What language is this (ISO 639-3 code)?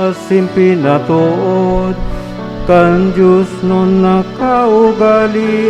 bik